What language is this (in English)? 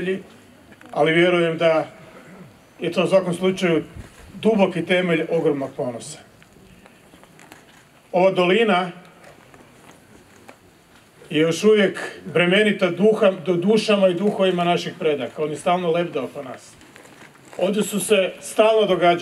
Croatian